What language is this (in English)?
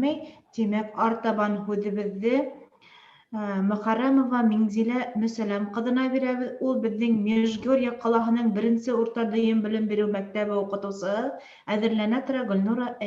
Bashkir